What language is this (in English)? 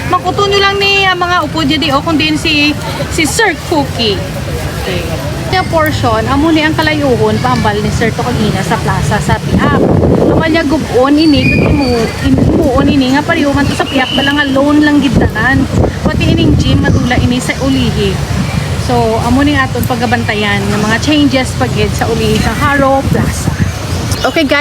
Hiligaynon